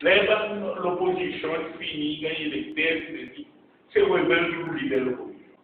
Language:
Seselwa Creole French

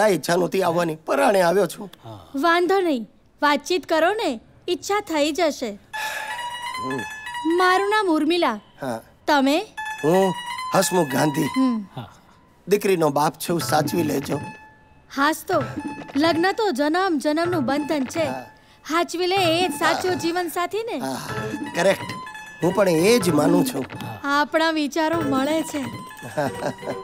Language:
Gujarati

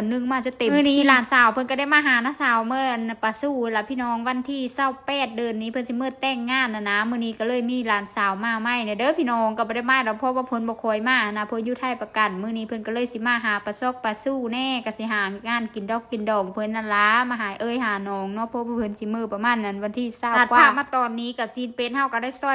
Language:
Lao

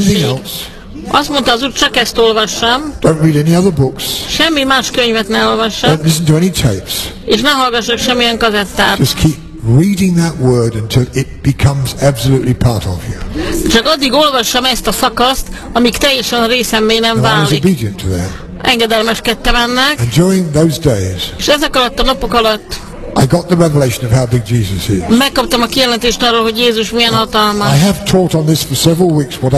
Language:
Hungarian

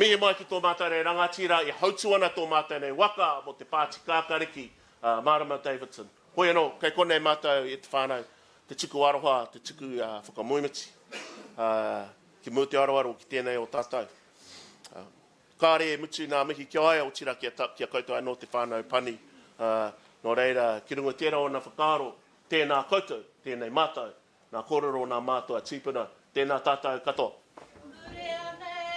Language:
Māori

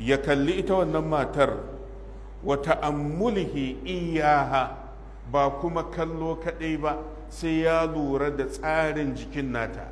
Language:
Hausa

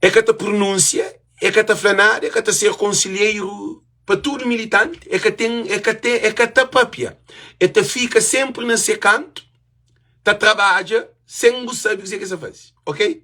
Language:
Kabuverdianu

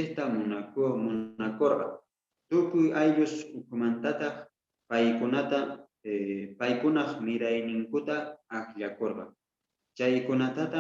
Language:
Quechua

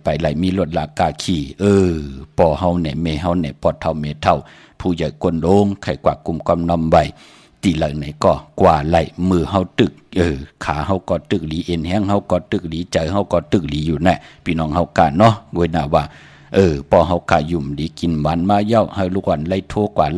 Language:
Shan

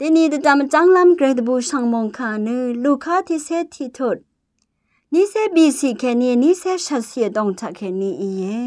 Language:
Rawang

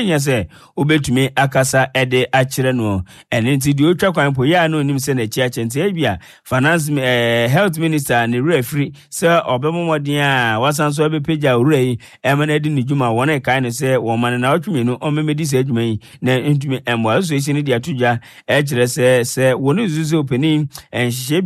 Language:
Akan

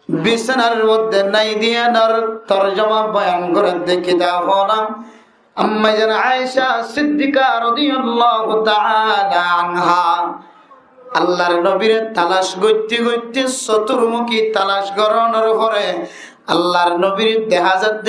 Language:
Rohingya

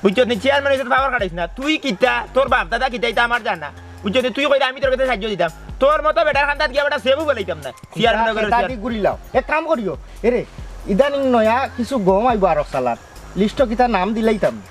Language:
Sylheti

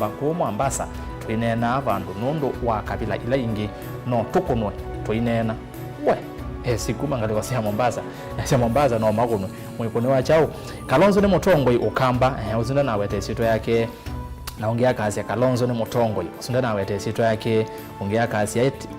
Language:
Kamba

